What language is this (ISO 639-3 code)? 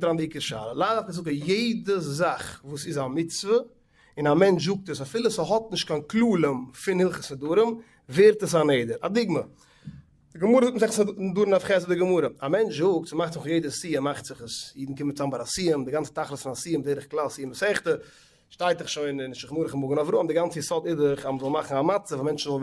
yid